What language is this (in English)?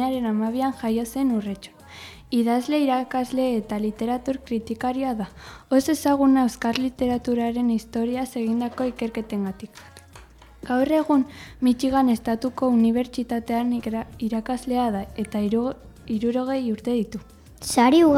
Basque